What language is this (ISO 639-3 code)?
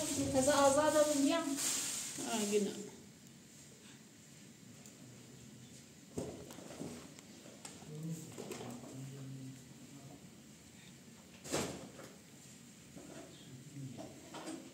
fas